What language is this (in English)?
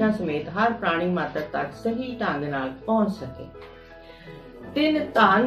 Punjabi